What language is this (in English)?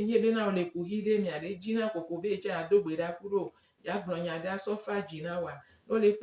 Gen